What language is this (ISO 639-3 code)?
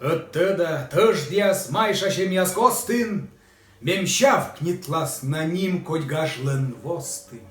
kom